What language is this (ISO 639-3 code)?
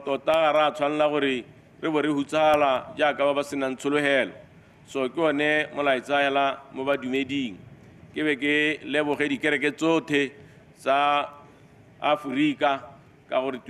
tsn